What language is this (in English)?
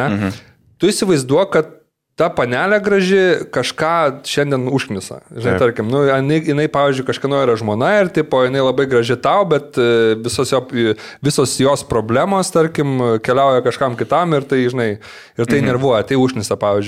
Lithuanian